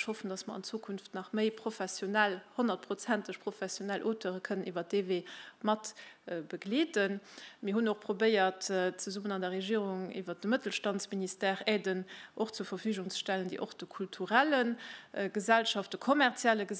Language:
Luxembourgish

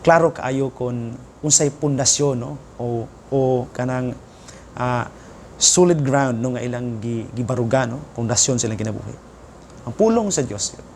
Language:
Cebuano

